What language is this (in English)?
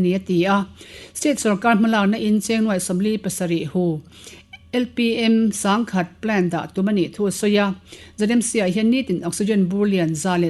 Mizo